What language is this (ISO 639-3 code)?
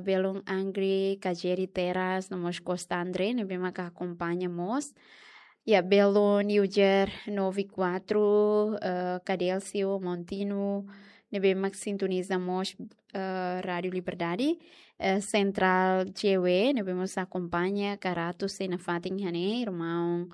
tet